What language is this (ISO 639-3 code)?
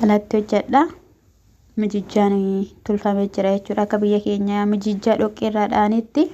orm